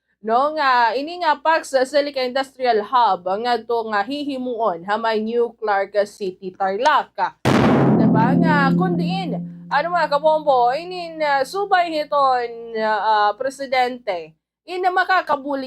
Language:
Waray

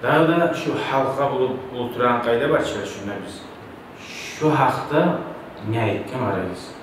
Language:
Kumyk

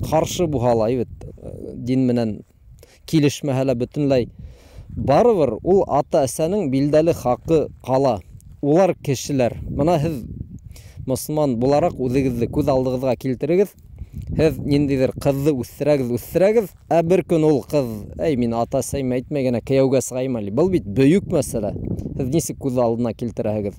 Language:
Bashkir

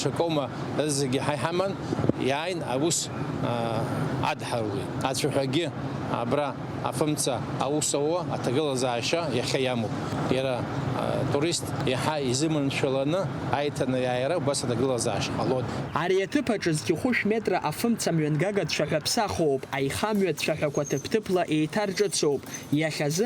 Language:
Abkhazian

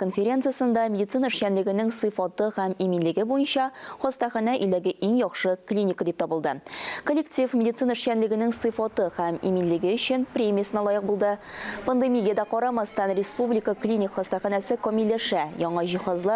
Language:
Tatar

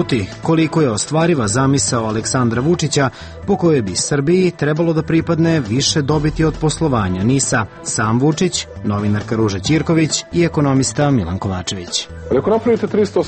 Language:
Serbian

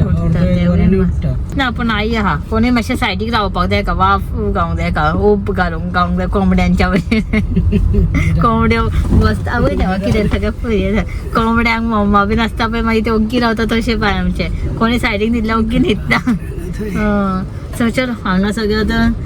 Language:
Konkani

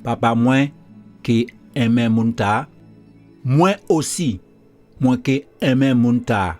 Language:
Guadeloupean Creole French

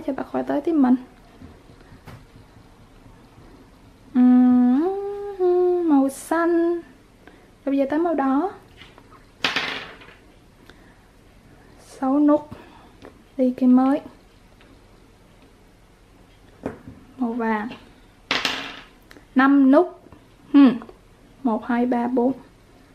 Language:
Vietnamese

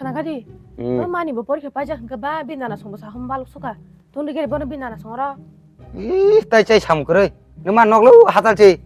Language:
Kok Borok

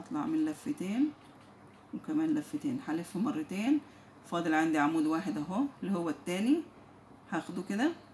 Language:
Egyptian Arabic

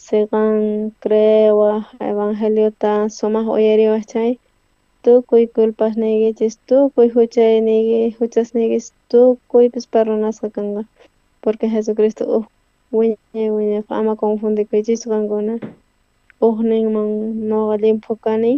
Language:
South Bolivian Quechua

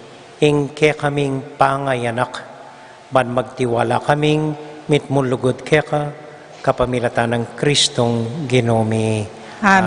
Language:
Pampanga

